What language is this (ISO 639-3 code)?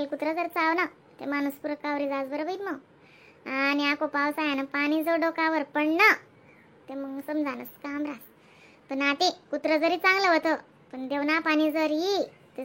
khn